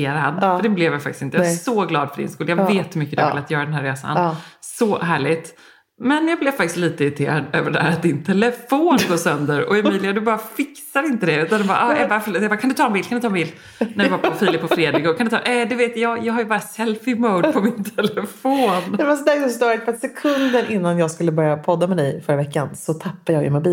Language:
Swedish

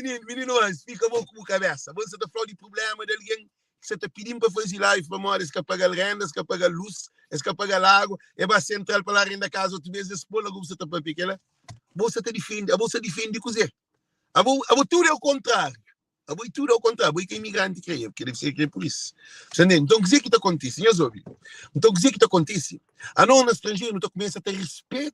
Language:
Kabuverdianu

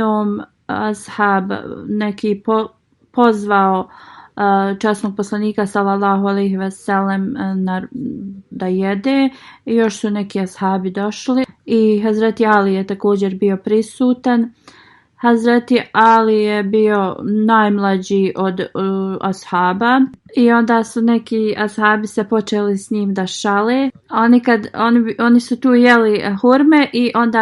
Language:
Bosnian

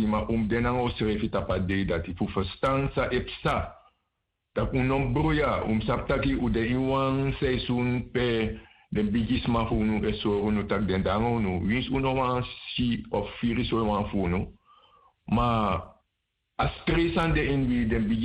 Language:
Sranan Tongo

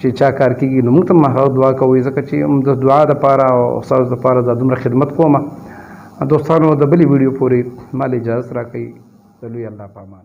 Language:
Pashto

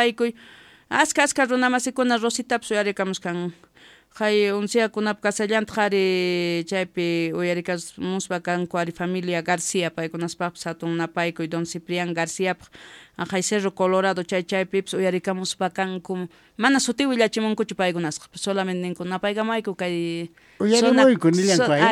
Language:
Quechua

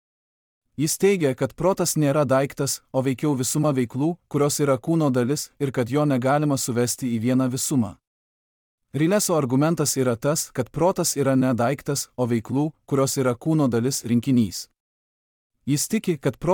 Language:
Lithuanian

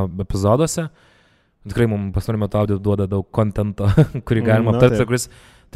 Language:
Lithuanian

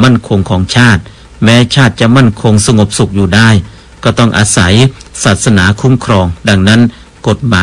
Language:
Thai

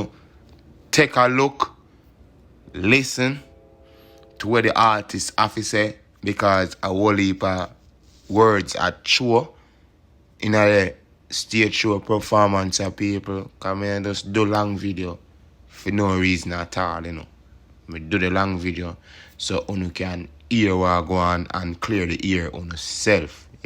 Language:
Jamaican Creole English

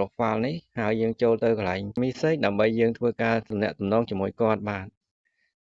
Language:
Khmer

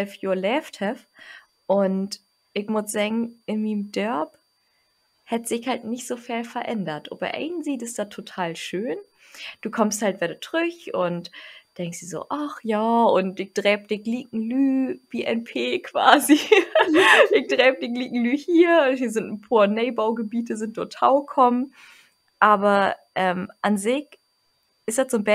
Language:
Low German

